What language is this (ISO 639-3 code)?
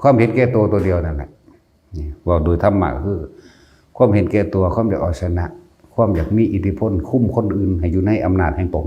tts